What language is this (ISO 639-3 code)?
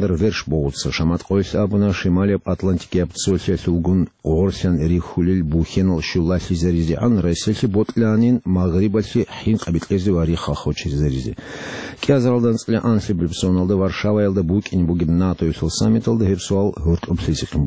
ava